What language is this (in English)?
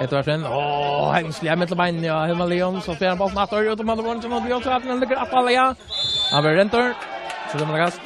Faroese